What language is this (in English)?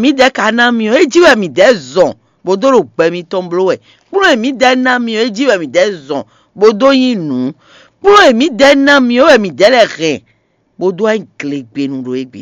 Fon